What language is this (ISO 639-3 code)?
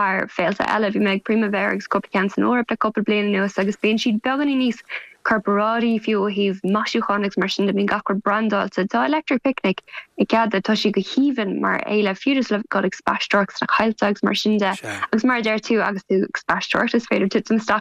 gle